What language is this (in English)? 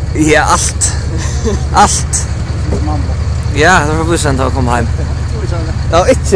Faroese